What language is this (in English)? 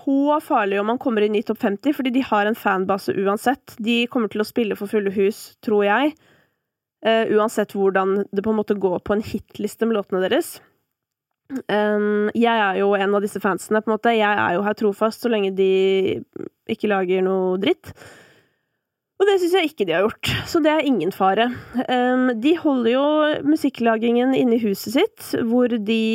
Norwegian